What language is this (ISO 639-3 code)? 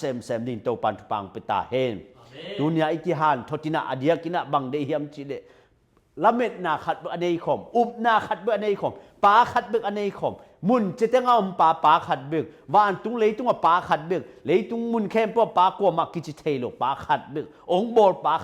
ctd